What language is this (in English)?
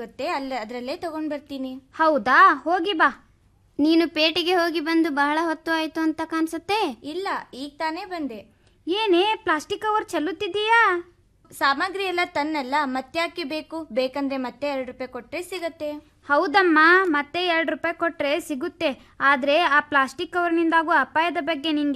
Kannada